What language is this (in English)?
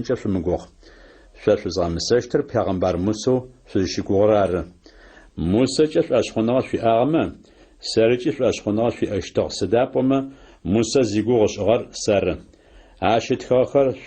Adyghe